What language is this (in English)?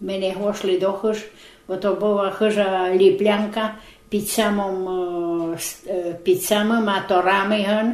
Rusyn